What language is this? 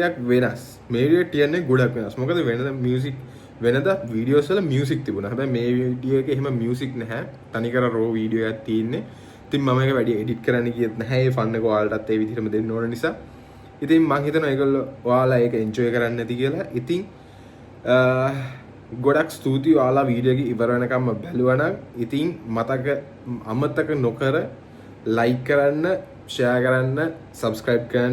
Sinhala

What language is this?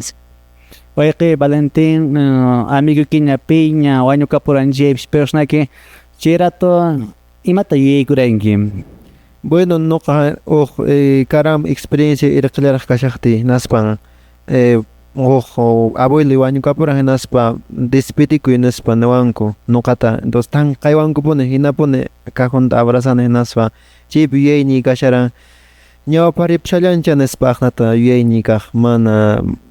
Quechua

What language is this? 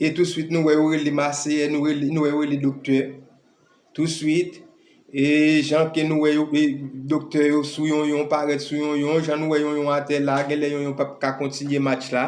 Haitian Creole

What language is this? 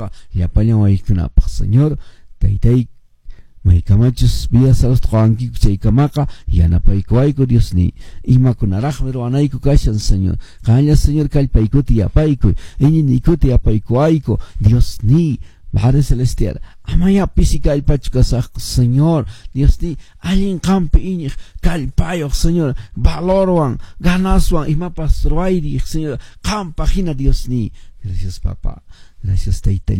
Quechua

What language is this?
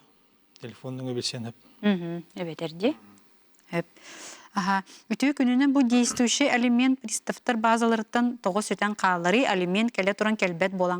Yakut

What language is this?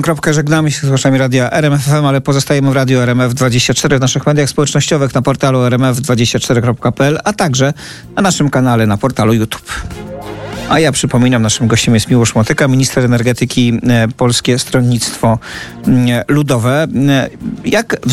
Polish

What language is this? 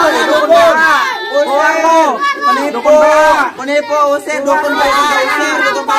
Betawi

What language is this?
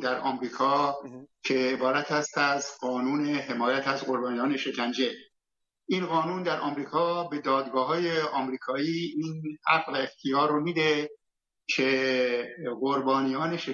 Persian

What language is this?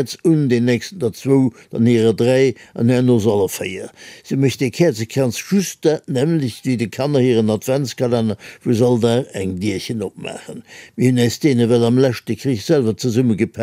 Luxembourgish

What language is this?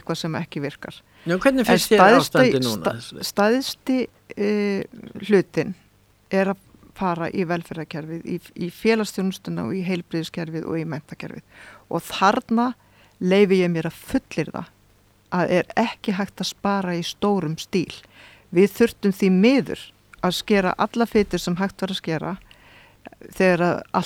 Icelandic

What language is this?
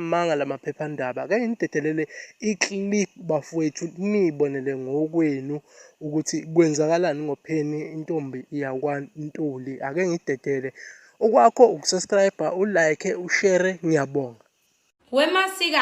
Zulu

